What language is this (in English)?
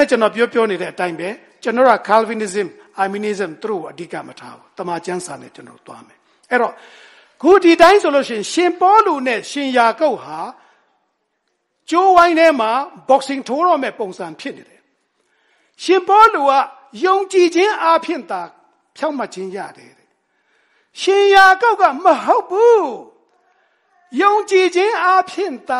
Burmese